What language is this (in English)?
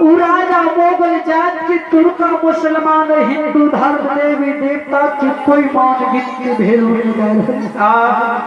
Maithili